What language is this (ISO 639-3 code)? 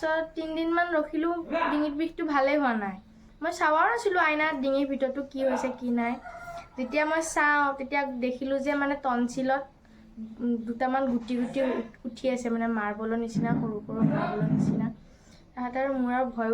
asm